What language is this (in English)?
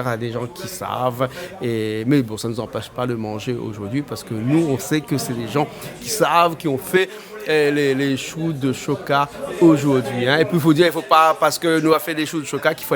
Réunion Creole French